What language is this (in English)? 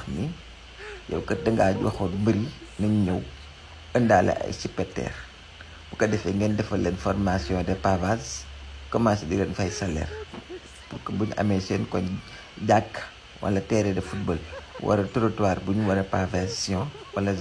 Wolof